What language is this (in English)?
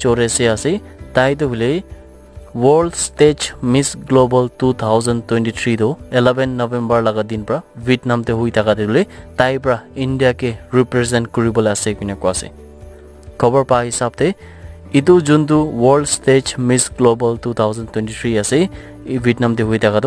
Naga Pidgin